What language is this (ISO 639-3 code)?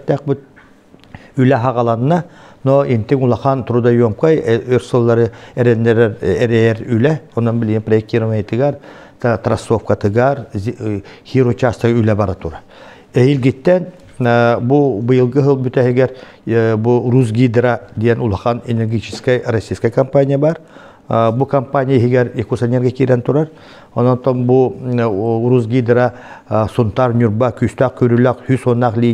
sah